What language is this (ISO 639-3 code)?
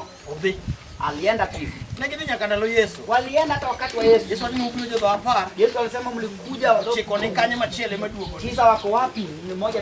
luo